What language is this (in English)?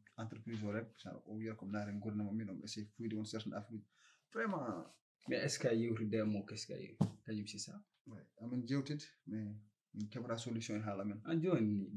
Fula